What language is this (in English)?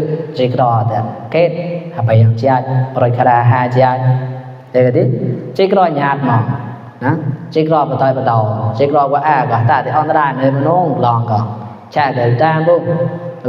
Mon